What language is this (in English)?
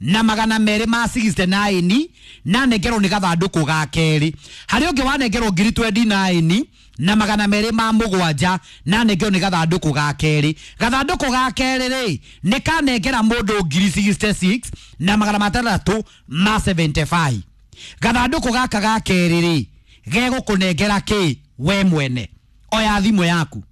Kikuyu